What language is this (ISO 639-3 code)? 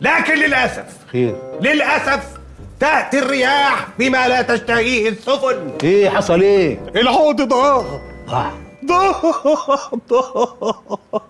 arz